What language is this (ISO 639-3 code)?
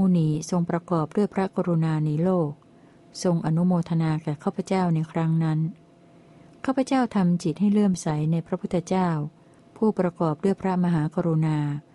tha